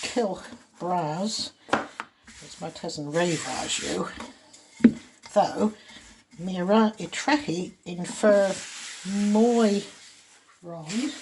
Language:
Cornish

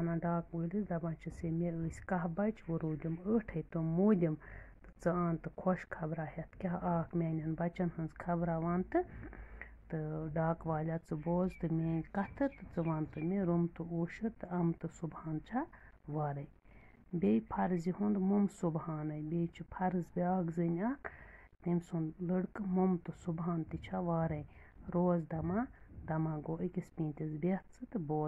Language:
Kashmiri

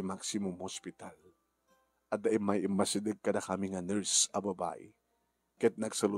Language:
Iloko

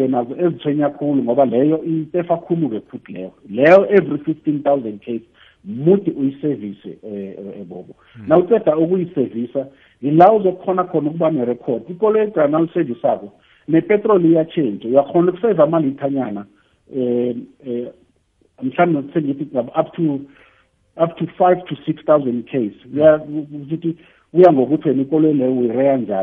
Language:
South Ndebele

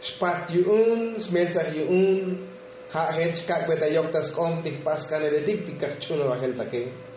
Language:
Tzotzil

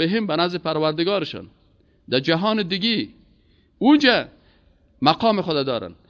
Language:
Persian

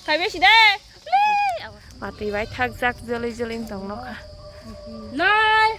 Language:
Kok Borok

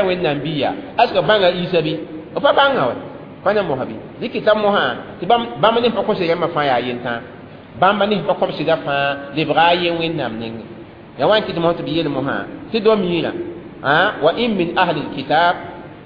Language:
Mossi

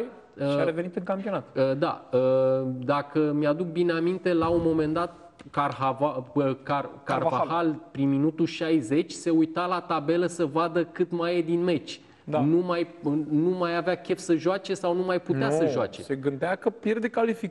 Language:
Romanian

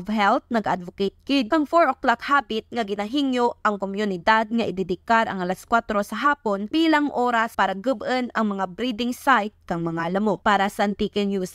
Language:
Kinaray-a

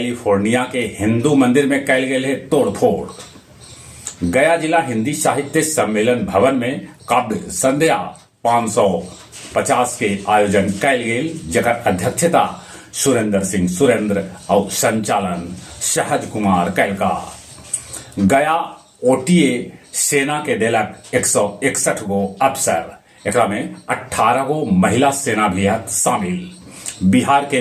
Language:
Magahi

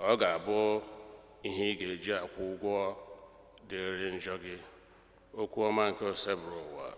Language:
Igbo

